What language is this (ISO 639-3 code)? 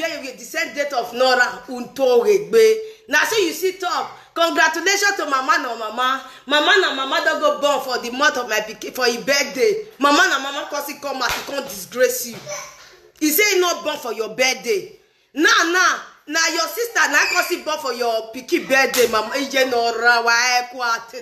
pcm